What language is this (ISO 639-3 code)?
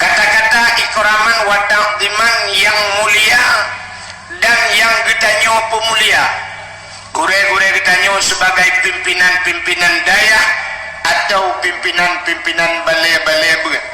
ace